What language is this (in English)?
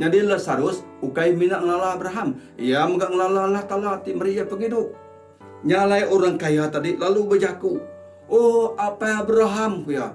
Iban